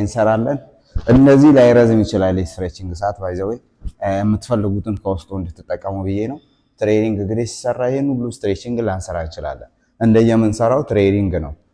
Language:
Amharic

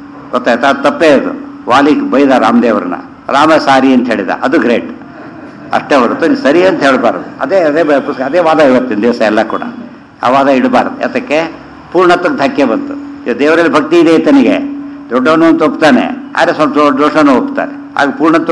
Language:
Kannada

